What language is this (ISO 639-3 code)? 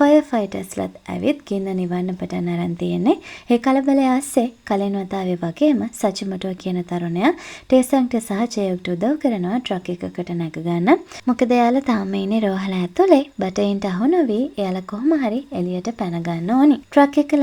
sin